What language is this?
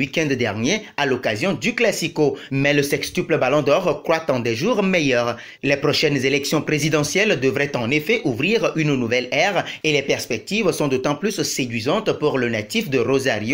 French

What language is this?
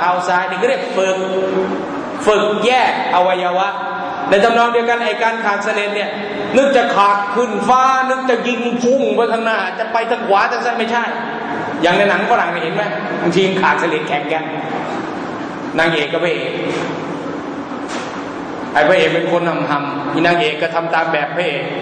Thai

